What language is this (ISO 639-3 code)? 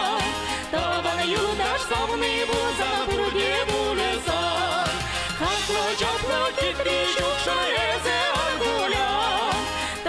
chv